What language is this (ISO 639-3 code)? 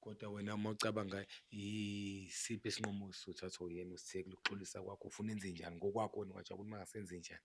zul